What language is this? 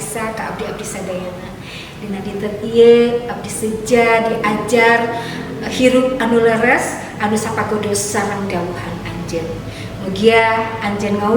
Sundanese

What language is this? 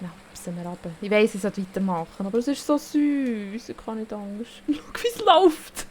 Swiss German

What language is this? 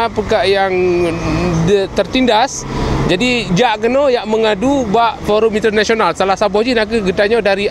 Achinese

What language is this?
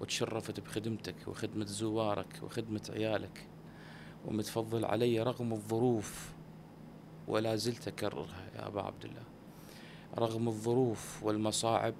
Mesopotamian Arabic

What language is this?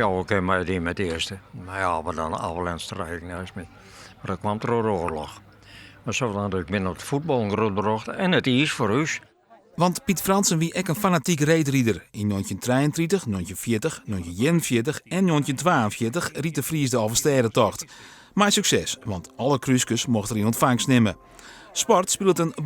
Western Frisian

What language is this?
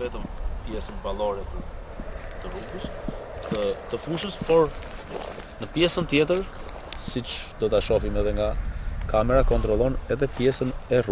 Albanian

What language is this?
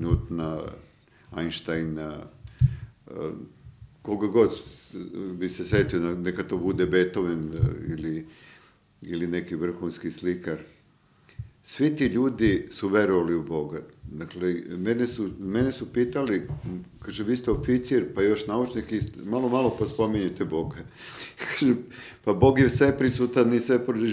Serbian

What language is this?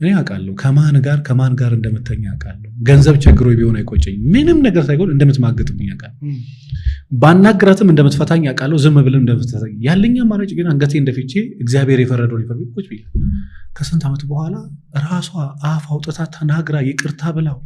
Amharic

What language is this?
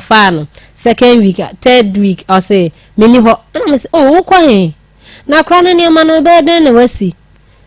Akan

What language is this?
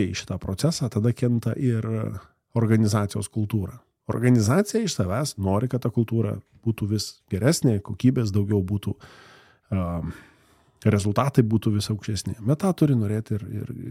Lithuanian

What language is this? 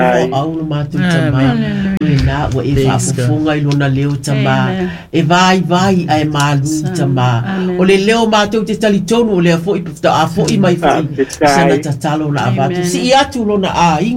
Samoan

